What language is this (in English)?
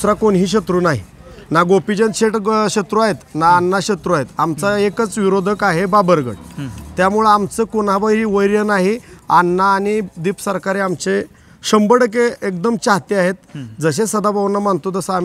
Marathi